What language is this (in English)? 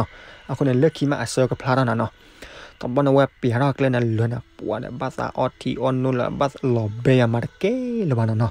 S'gaw Karen